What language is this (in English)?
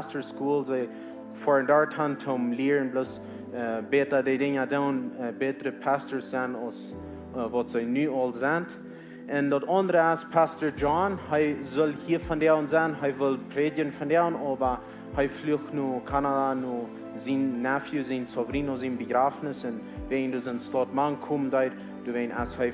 Plautdietsch